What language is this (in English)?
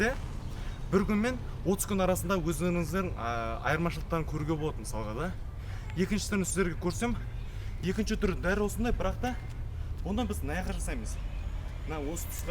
Kazakh